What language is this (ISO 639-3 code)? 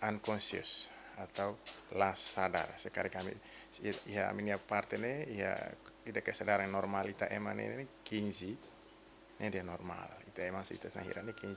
tet